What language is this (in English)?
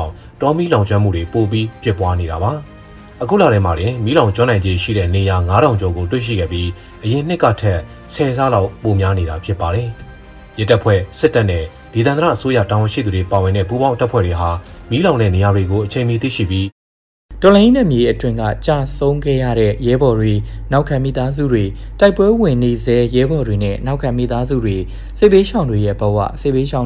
Burmese